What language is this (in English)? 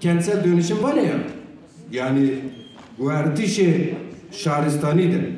Zaza